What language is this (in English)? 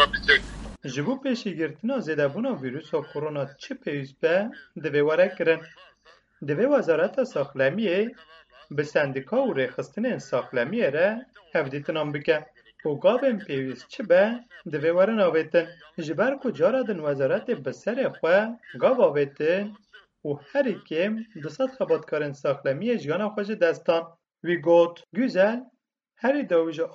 Kurdish